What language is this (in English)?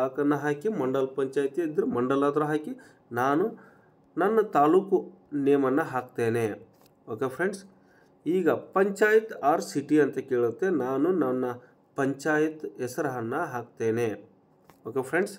Kannada